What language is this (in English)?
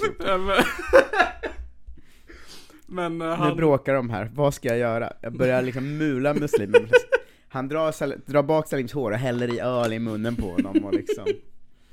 Swedish